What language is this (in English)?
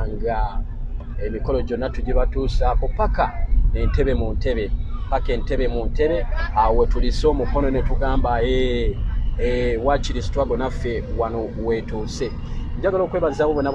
Ganda